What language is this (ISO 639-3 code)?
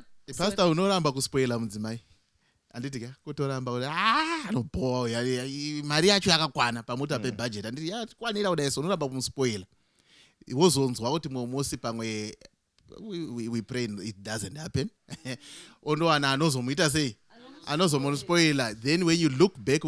sna